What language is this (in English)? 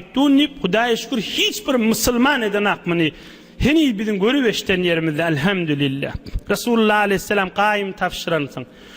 Turkmen